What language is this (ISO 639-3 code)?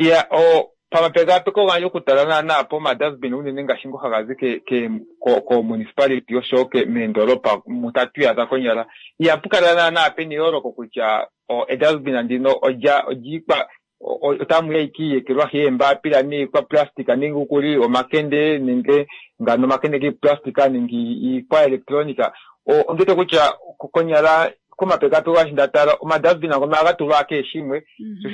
kua